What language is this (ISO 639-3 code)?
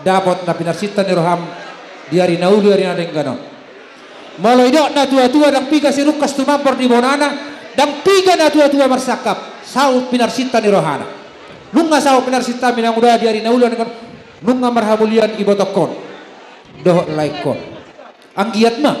bbc